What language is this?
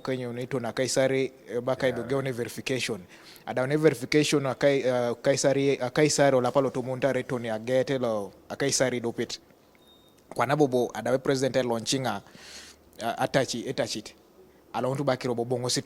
Teso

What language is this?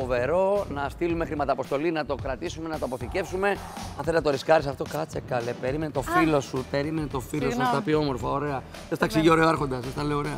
Greek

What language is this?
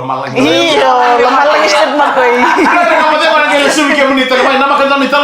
Fijian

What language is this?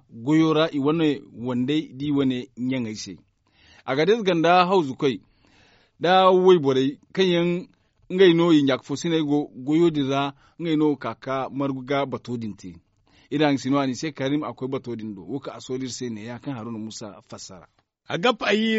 Zarma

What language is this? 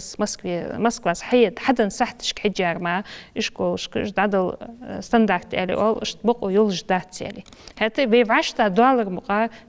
Ingush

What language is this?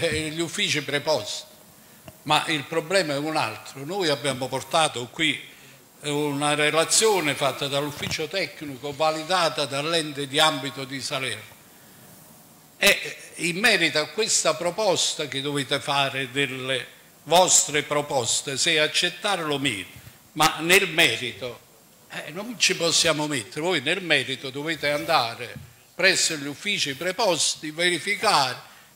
Italian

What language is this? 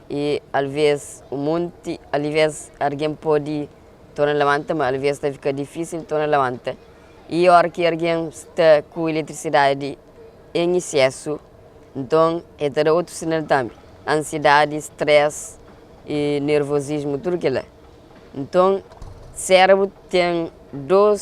Kabuverdianu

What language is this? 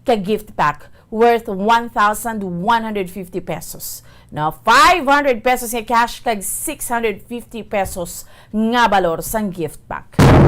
Hiligaynon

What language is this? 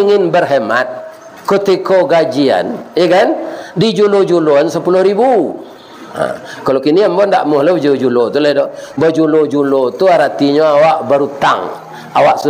Minangkabau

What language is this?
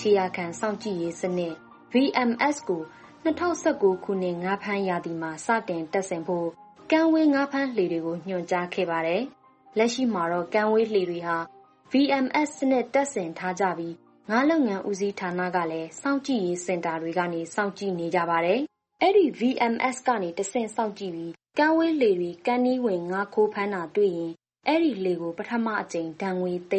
Burmese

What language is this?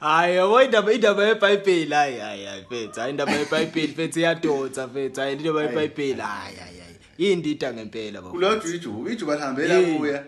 Zulu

